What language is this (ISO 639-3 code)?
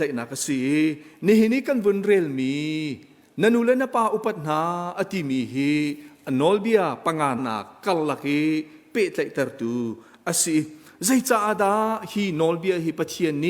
cnh